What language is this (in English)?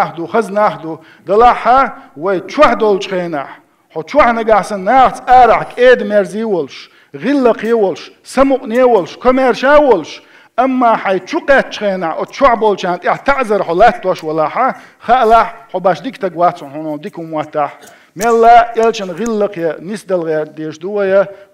Chechen